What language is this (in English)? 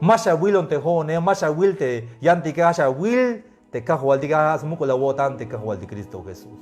Tzeltal